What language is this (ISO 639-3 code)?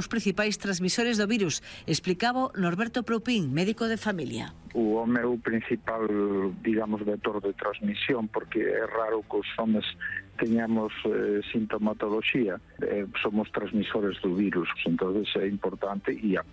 glg